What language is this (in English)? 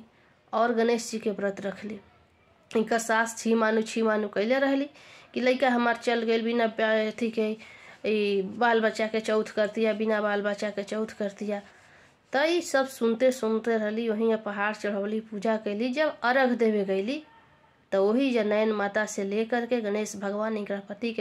Bhojpuri